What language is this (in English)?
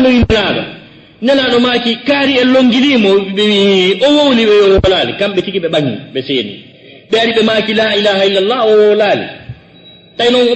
Fula